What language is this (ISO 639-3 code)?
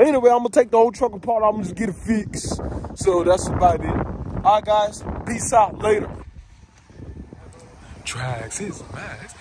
eng